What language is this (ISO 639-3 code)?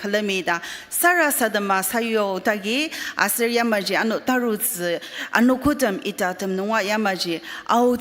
njo